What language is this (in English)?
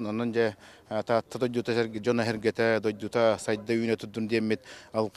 Yakut